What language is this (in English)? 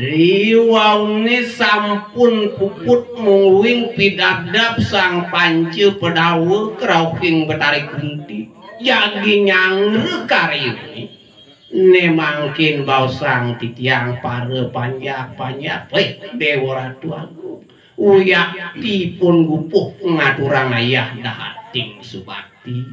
Balinese